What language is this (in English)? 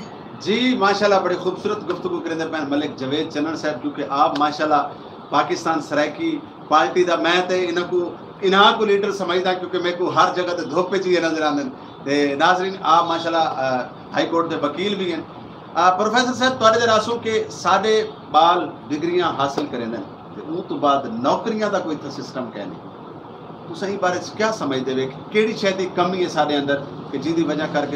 Saraiki